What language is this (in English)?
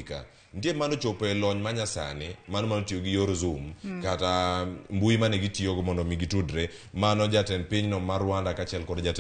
Luo (Kenya and Tanzania)